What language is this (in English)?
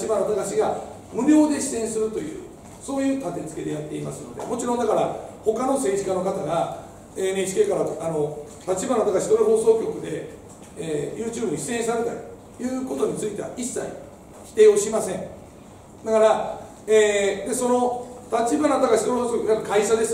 Japanese